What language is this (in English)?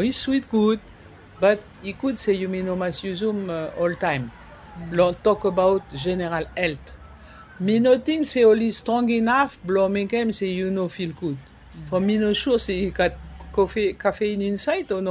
Bislama